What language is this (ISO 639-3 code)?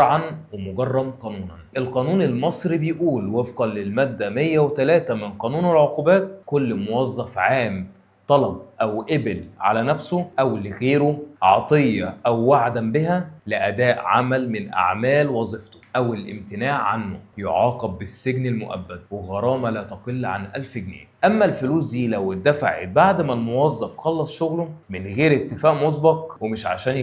arz